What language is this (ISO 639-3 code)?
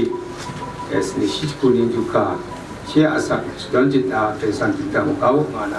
kac